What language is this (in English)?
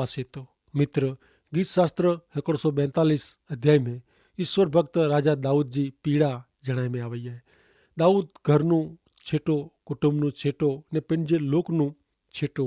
Kachhi